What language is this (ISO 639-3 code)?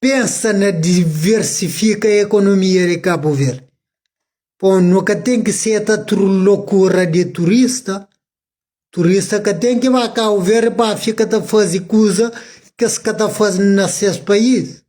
kea